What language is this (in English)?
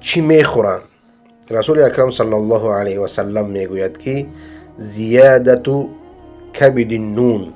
Persian